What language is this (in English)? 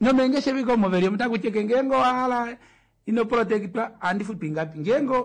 Kuanyama